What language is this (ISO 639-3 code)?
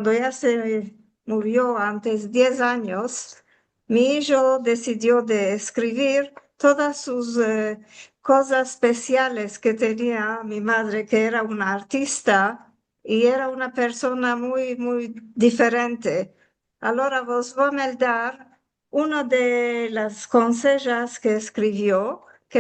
lad